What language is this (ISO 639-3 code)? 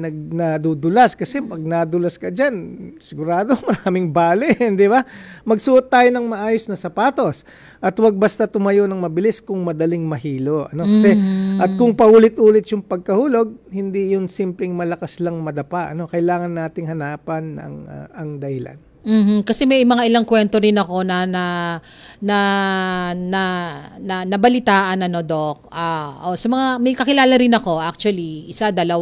fil